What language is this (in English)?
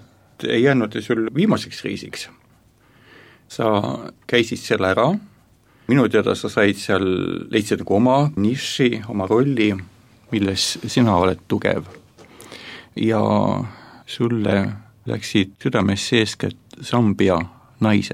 Estonian